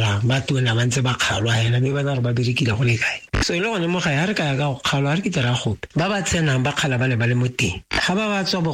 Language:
Tswana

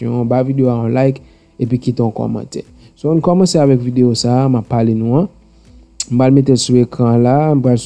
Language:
Haitian Creole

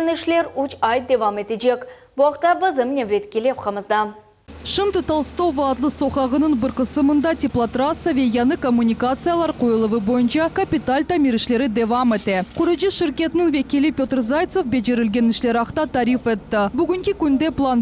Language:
Crimean Tatar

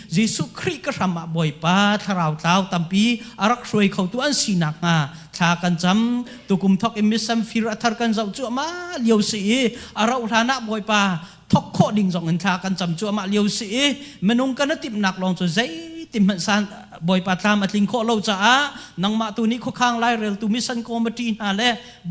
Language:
Hakha Chin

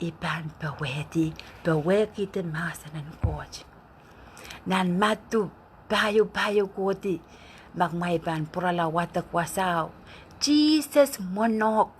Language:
Pohnpeian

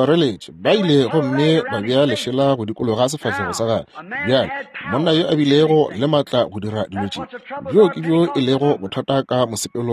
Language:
Northern Sotho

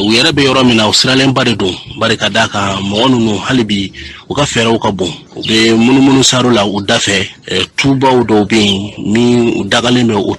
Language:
Bambara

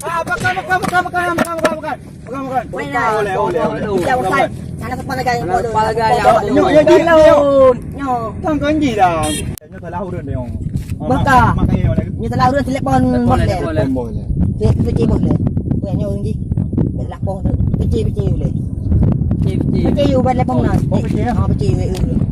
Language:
Achinese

